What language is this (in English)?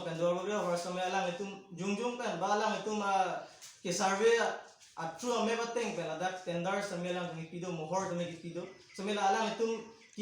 Karbi